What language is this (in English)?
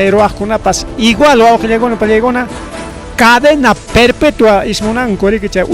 Ayacucho Quechua